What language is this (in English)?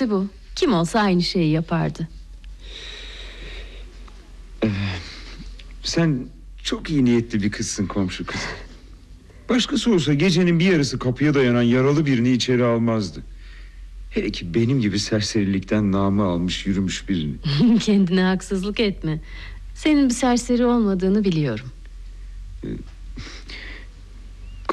Turkish